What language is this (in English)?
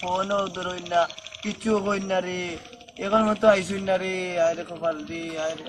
Sylheti